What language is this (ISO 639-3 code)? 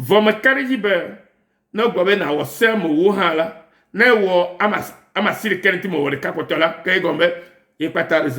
ewe